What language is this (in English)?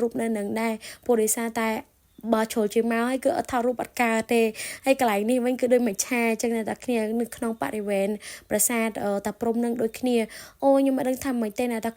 Khmer